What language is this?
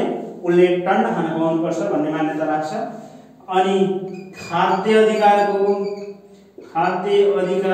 Nepali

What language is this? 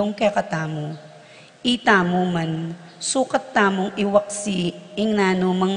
Pampanga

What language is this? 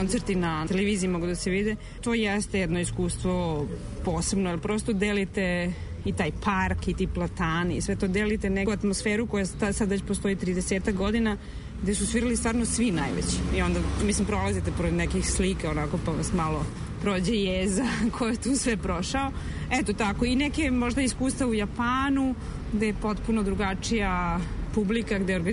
Serbian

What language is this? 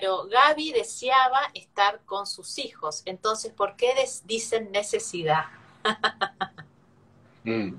Spanish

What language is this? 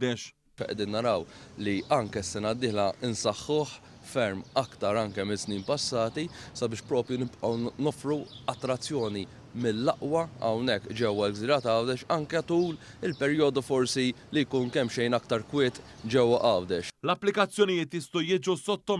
Maltese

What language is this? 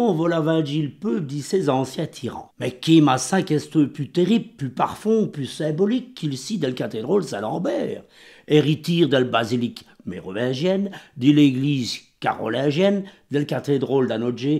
Walloon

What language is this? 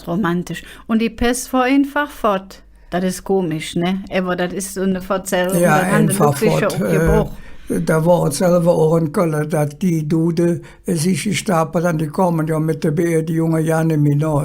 Colognian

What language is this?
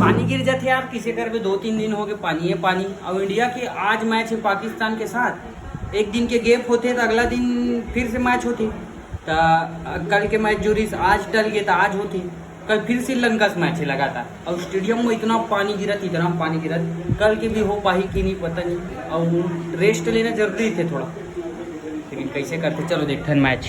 Chhattisgarhi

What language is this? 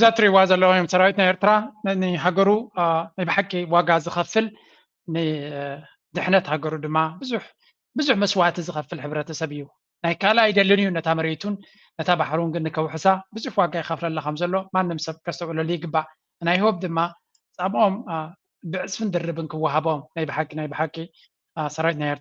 Tigrinya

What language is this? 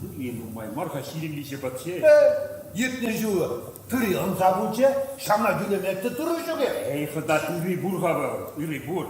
Chuvash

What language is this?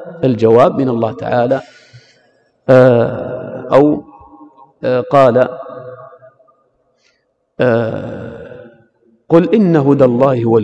Arabic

